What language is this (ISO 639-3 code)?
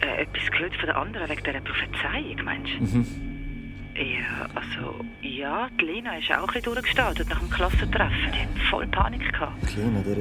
gsw